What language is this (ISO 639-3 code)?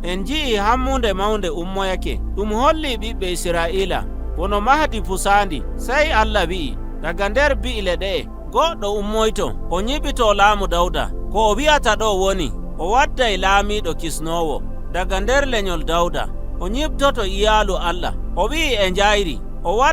fuv